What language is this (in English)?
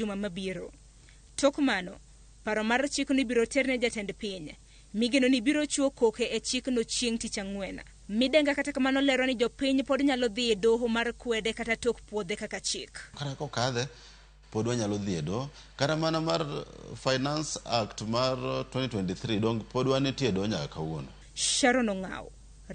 Luo (Kenya and Tanzania)